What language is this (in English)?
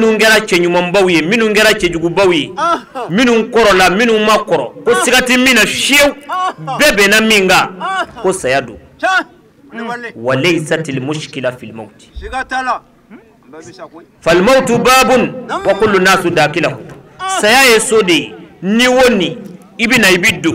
Bambara